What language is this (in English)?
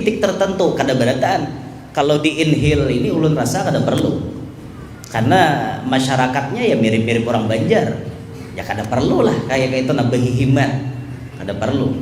Banjar